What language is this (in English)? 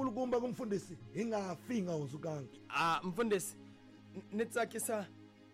Tsonga